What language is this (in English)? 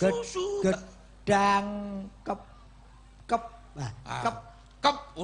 Javanese